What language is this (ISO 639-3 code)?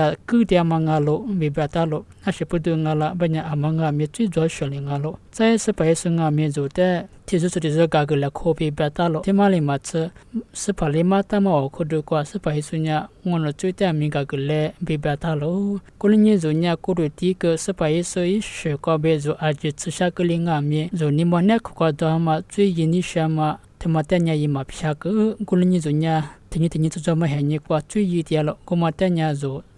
lis